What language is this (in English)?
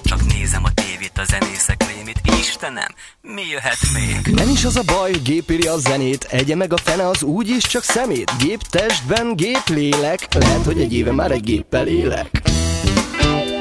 Hungarian